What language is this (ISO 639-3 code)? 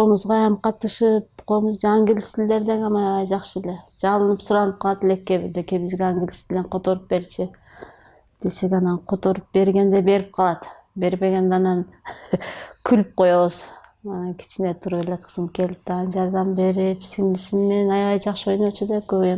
kir